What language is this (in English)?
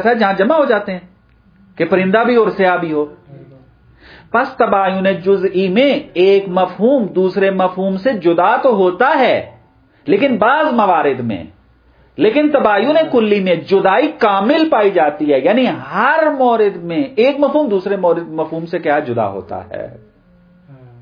Urdu